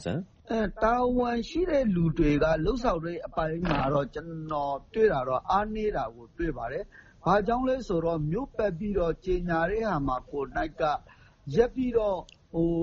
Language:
Burmese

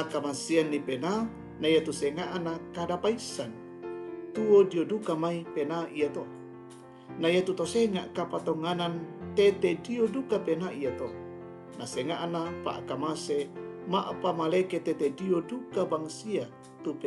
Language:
Toraja-Sa'dan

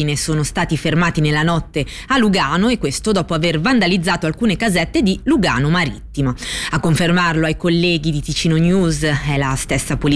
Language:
Italian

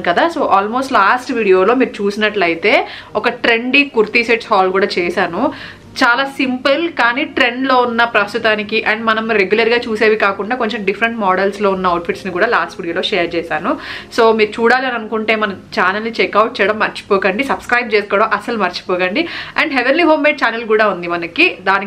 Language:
Telugu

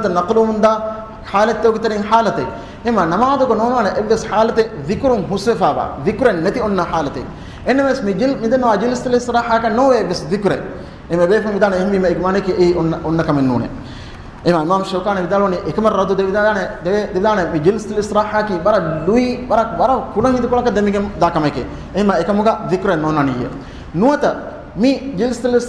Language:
Divehi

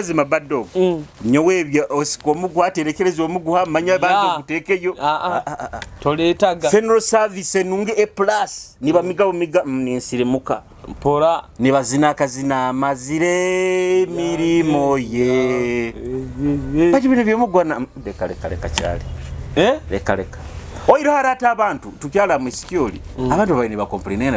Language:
Nyoro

